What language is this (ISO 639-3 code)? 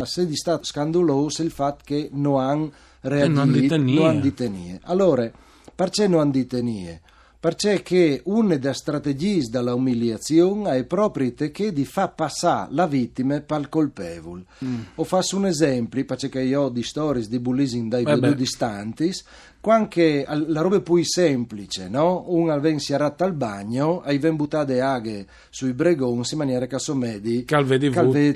fur